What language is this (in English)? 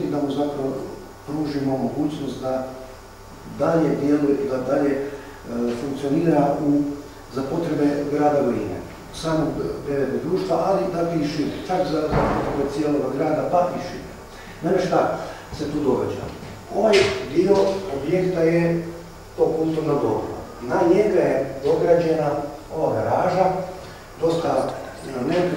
Croatian